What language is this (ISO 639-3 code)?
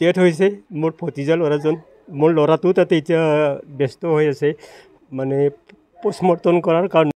asm